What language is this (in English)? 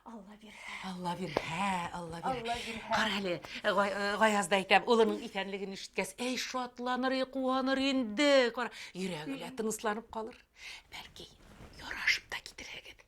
Bashkir